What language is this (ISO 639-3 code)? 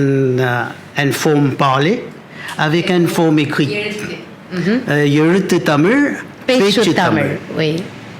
mfe